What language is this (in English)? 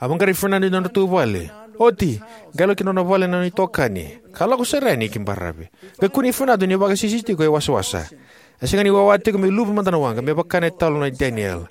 Fijian